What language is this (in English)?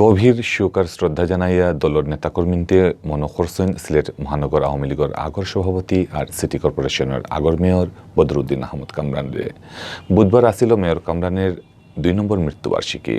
Sylheti